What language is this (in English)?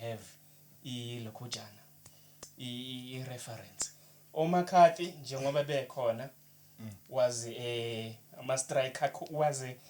Zulu